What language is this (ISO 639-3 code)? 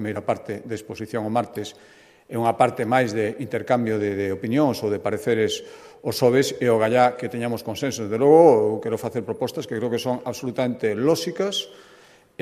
glg